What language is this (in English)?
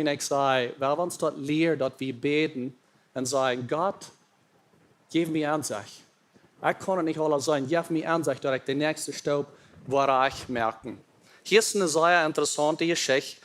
Plautdietsch